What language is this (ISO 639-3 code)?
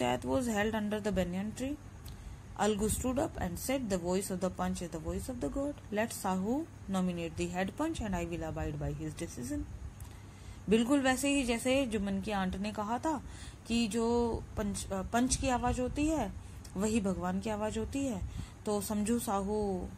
hin